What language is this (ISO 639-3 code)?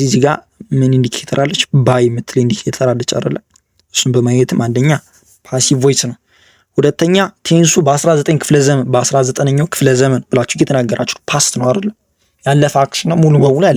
amh